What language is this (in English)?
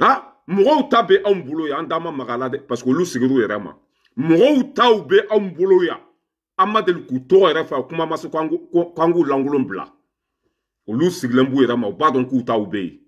Bambara